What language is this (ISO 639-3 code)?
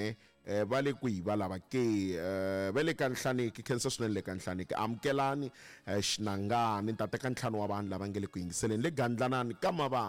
tso